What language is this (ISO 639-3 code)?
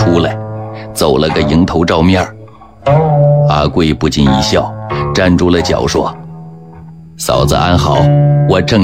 zho